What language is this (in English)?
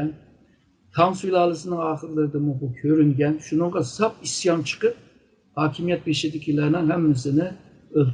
Uyghur